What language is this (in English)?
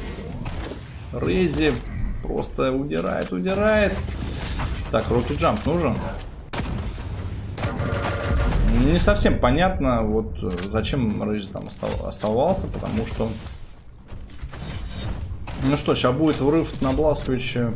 Russian